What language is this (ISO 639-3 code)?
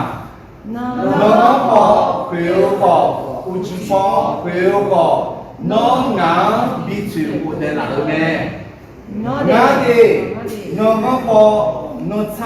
ahk